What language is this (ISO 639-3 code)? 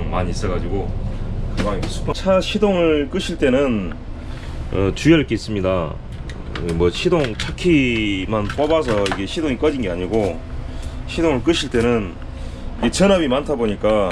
kor